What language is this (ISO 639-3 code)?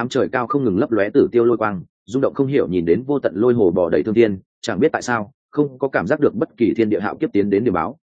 vie